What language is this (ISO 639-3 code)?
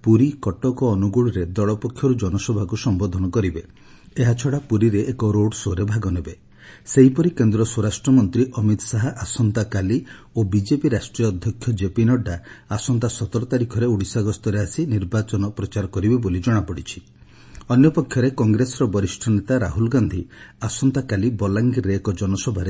ori